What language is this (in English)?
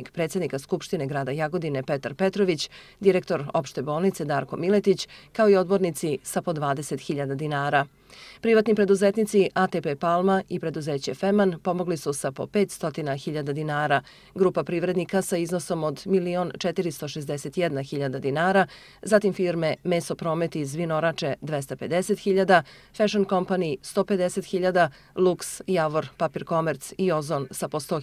Serbian